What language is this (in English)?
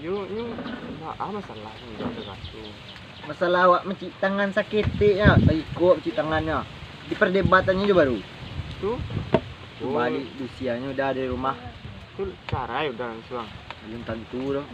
Minangkabau